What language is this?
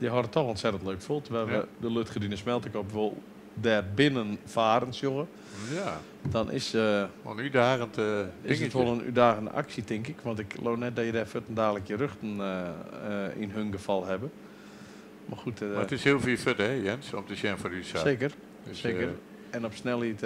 Western Frisian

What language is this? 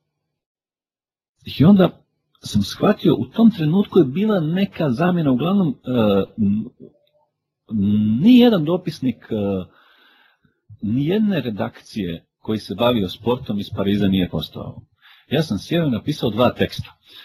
Croatian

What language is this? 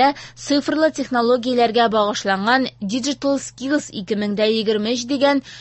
Tatar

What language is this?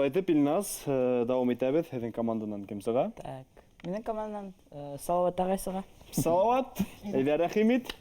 Bashkir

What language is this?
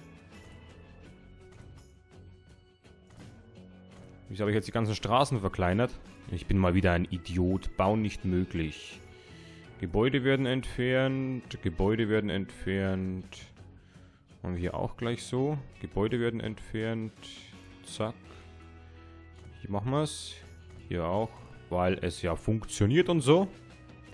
German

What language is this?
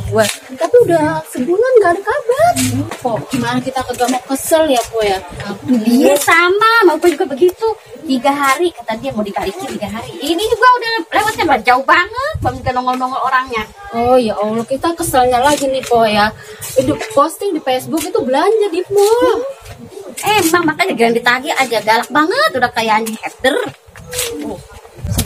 Betawi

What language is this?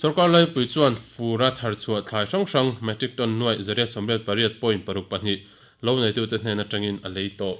Mizo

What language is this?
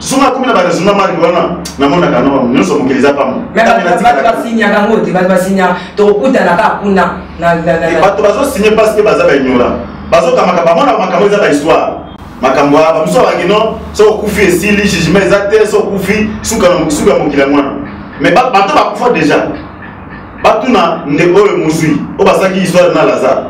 Lingala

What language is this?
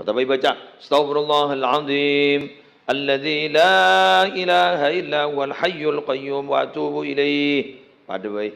Madurese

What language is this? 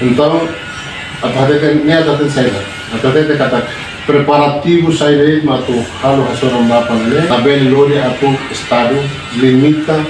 Tetum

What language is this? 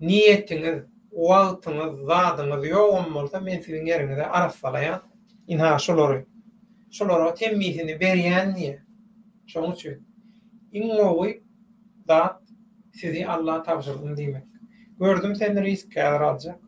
Turkmen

